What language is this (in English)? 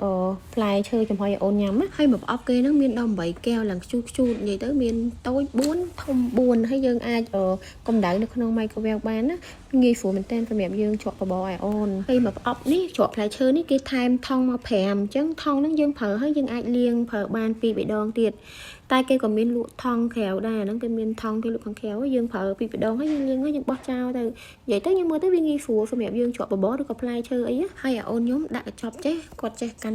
Khmer